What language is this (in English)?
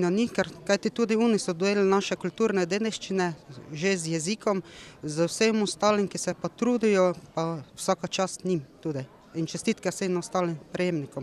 Slovenian